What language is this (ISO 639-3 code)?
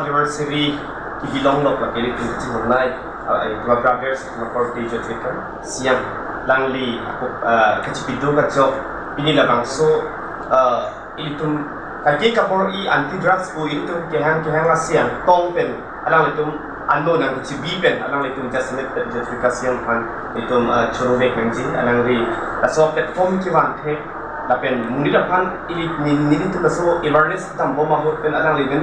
mjw